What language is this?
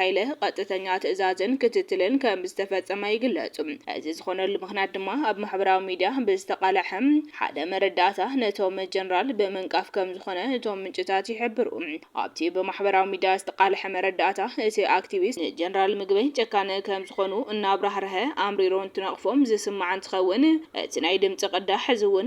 Tigrinya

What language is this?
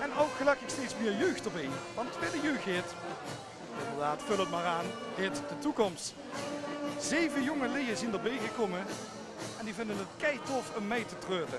Limburgish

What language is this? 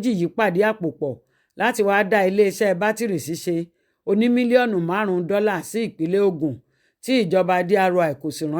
Yoruba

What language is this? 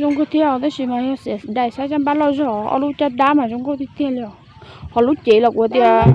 Hmong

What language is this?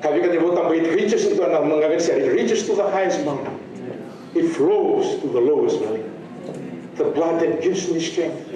Fijian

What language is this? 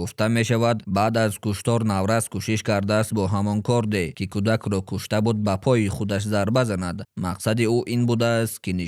Tajik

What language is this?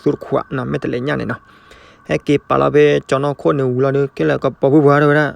S'gaw Karen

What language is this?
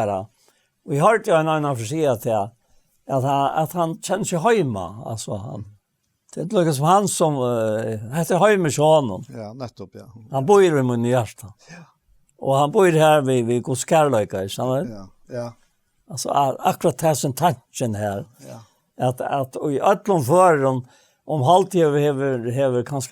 Faroese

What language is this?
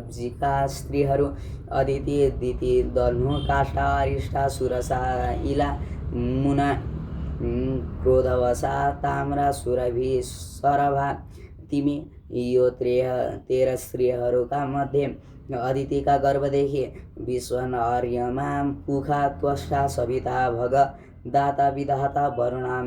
Nepali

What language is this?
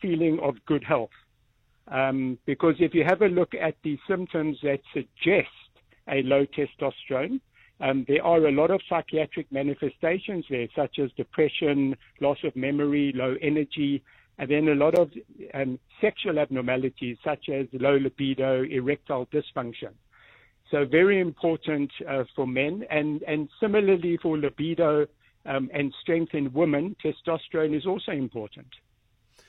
English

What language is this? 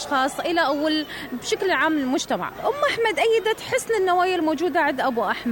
Mesopotamian Arabic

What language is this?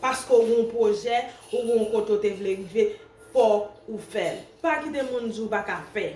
Haitian Creole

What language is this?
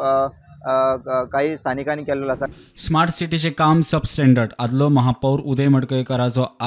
Konkani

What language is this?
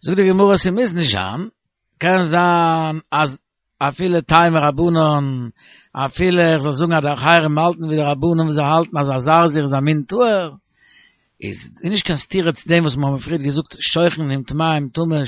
Yiddish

